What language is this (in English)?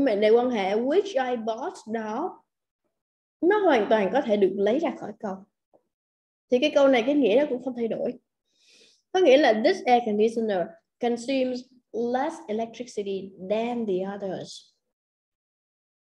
Vietnamese